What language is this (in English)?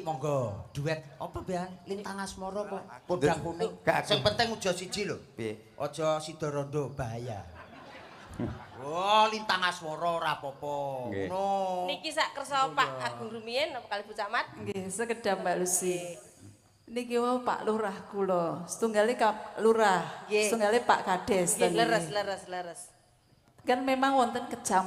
Javanese